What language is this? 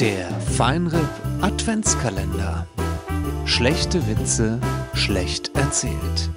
Swiss German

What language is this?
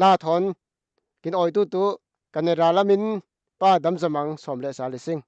Falam Chin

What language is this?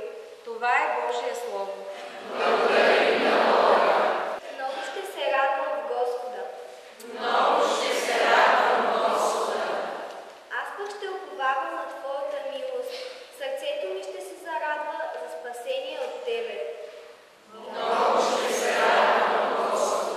Bulgarian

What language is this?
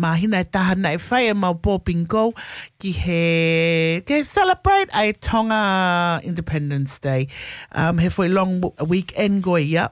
Tongan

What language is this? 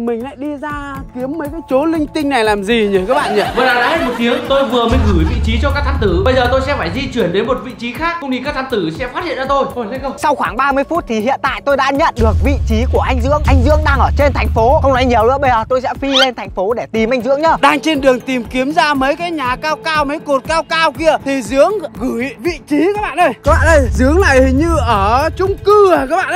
Vietnamese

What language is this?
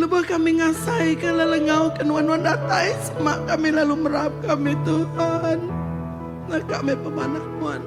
Iban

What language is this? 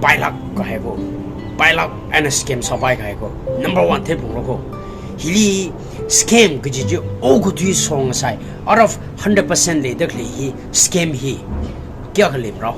Tangkhul Naga (India)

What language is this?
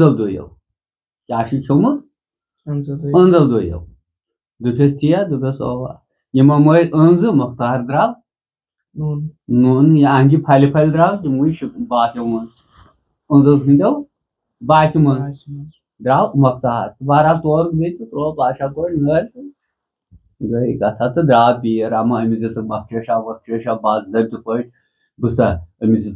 Kashmiri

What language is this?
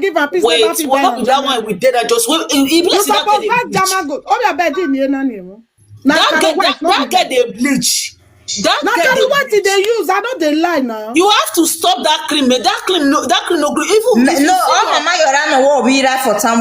Nigerian Pidgin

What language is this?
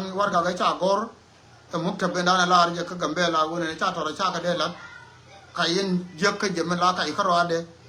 Nuer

